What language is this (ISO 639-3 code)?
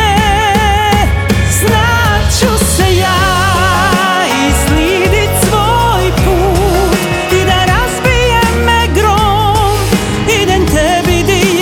hrv